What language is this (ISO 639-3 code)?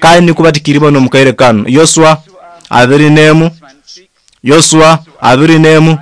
nyo